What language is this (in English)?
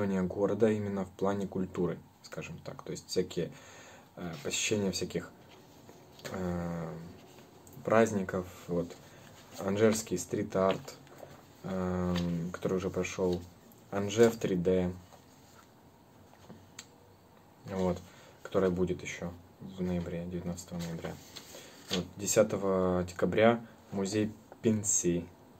Russian